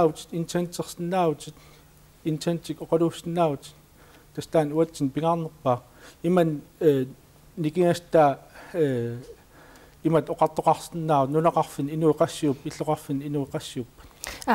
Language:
Kalaallisut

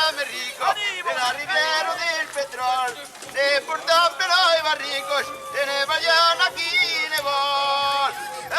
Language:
Occitan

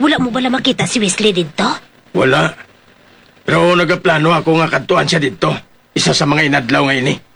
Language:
Hiligaynon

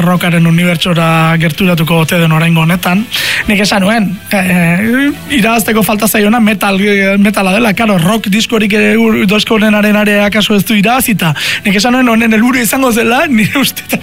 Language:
Basque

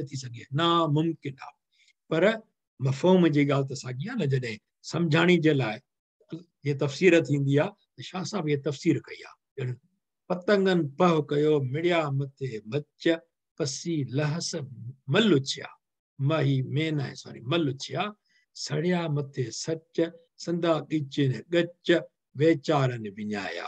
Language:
Sindhi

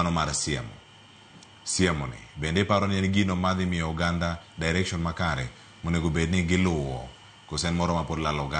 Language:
Luo (Kenya and Tanzania)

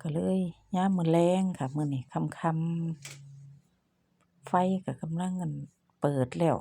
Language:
Northeastern Thai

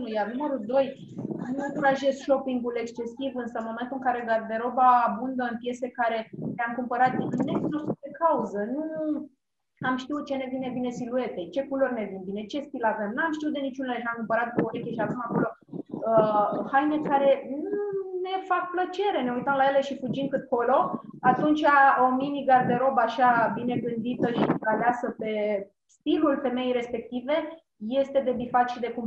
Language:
Romanian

